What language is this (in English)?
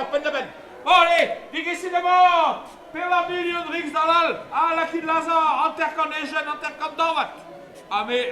Breton